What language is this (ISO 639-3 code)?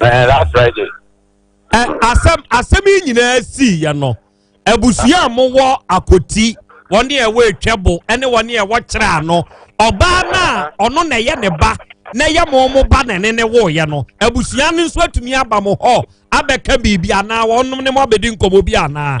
aka